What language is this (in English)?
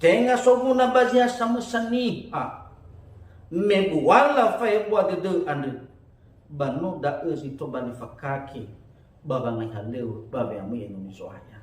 Nias